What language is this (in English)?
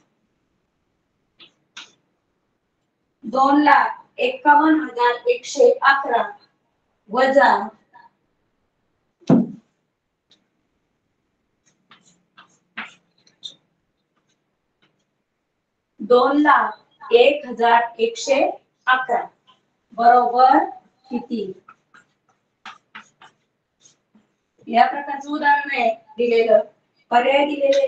Marathi